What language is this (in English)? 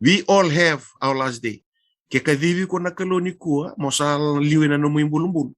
Fijian